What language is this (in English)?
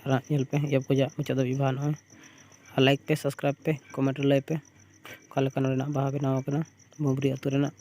Santali